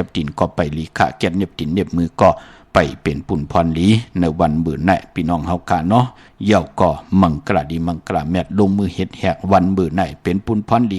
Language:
Shan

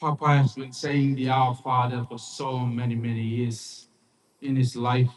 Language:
Tongan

